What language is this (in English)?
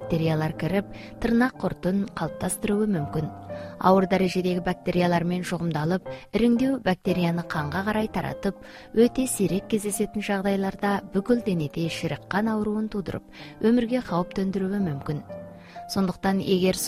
Kyrgyz